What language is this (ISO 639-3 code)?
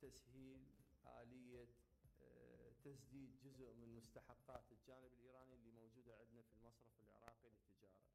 acm